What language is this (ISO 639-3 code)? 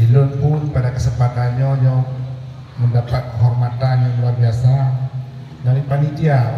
ace